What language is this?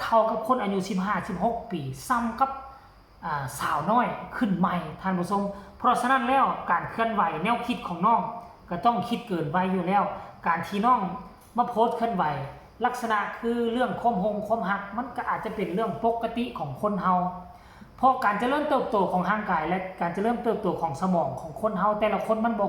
Northeastern Thai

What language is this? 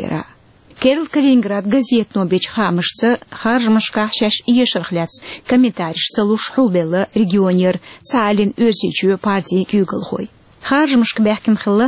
Chechen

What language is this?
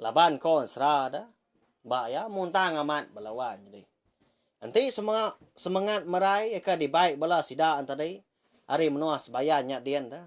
Iban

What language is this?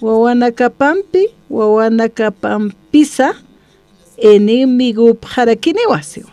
Aymara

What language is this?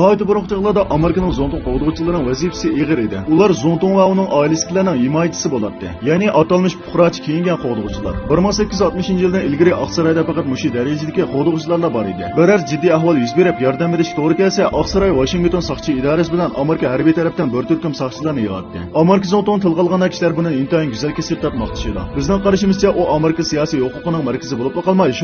Uyghur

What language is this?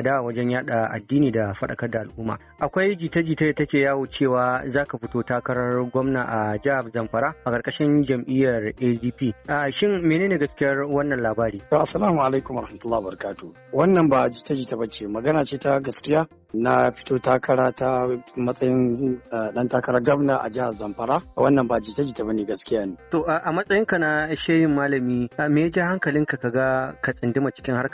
Hausa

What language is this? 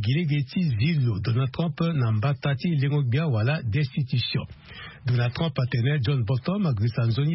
Sango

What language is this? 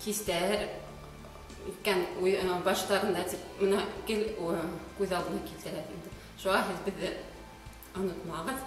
Bashkir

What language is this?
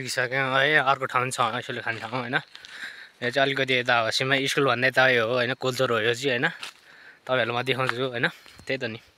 Nepali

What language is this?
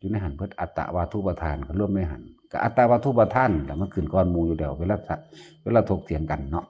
Lao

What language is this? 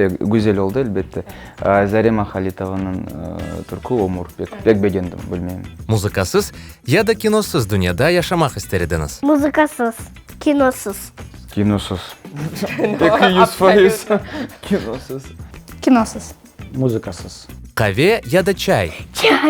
Crimean Tatar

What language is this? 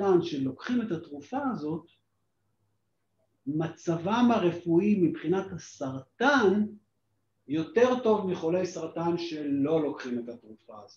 Hebrew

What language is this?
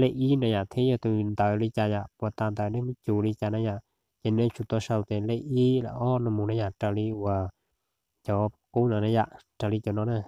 Hmong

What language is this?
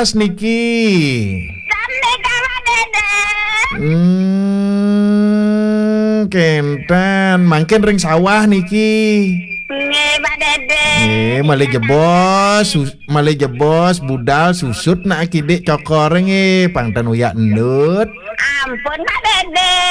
Balinese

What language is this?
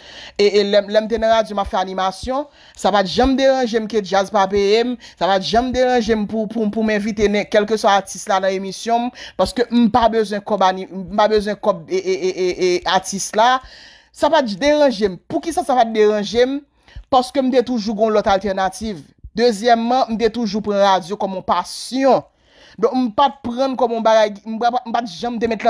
Haitian Creole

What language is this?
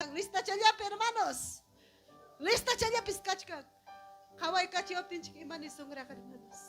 Ayacucho Quechua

